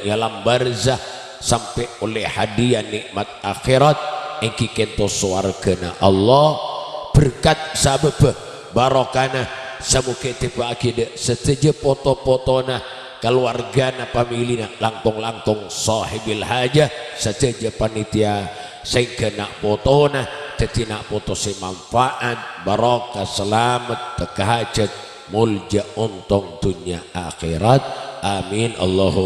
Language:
Madurese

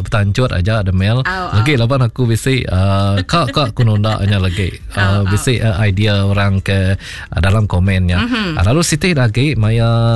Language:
Iban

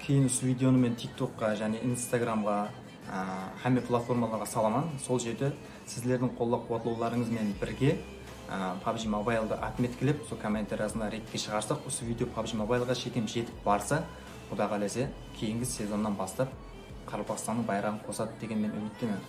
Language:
Kara-Kalpak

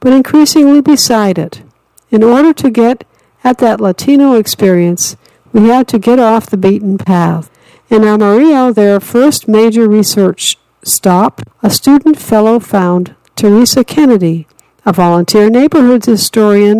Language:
English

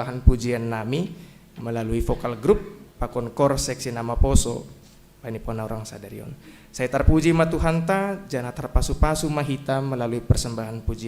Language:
Batak Simalungun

